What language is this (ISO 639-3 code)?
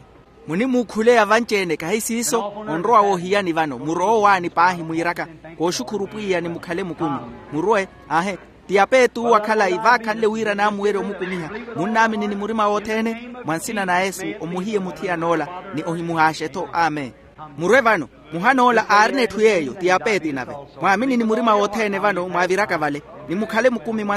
vmw